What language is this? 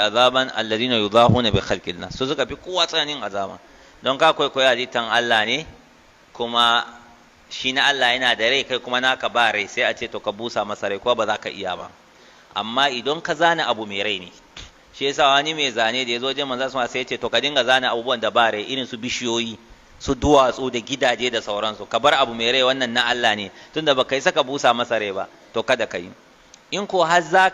Hausa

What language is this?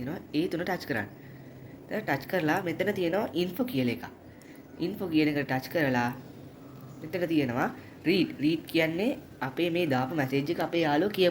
Sinhala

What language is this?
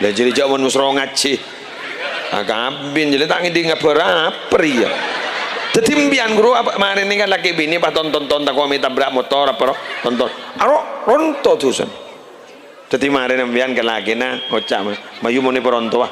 Madurese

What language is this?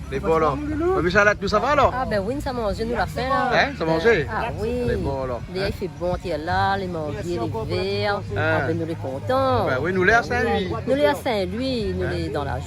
Réunion Creole French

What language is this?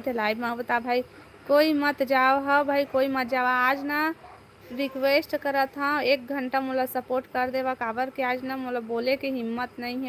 Chhattisgarhi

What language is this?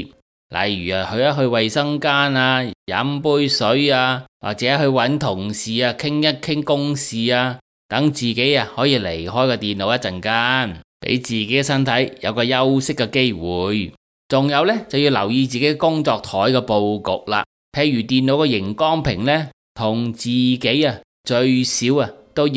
Cantonese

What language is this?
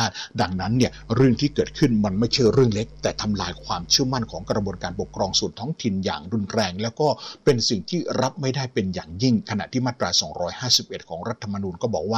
Thai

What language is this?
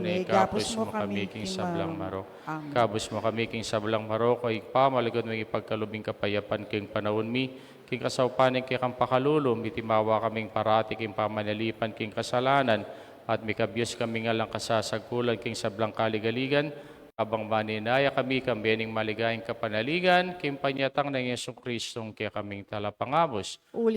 Pampanga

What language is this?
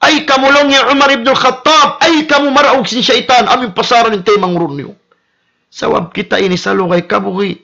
Tausug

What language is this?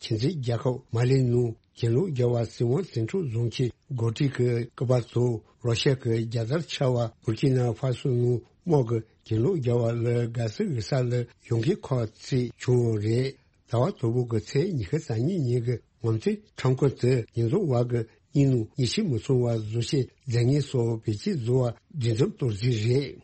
Tibetan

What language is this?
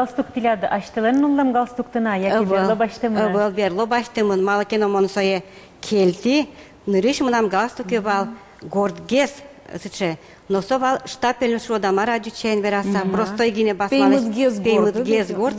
Udmurt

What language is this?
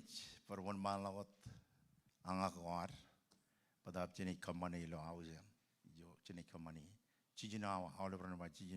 Marshallese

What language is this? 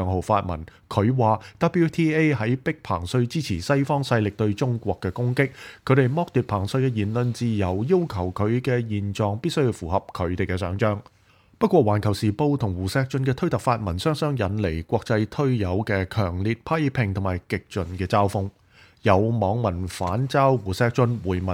Cantonese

